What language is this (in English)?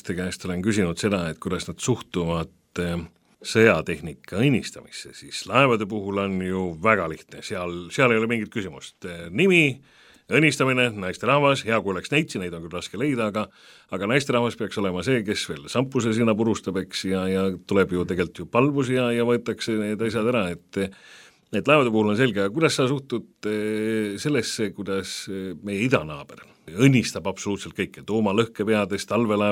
Estonian